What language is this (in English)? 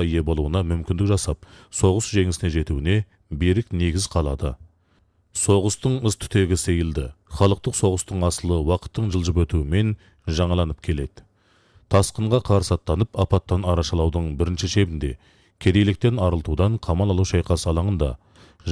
Kazakh